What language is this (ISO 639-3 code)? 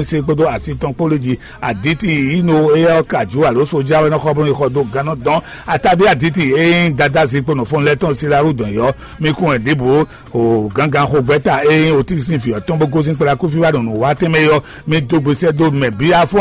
fon